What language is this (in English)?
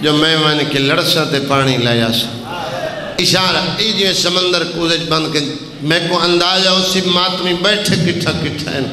Saraiki